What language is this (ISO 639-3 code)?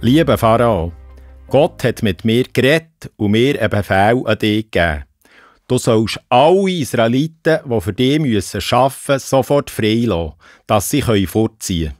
gsw